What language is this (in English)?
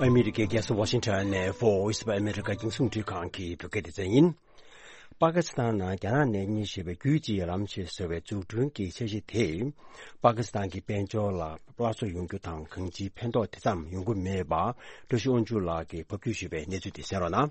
Tibetan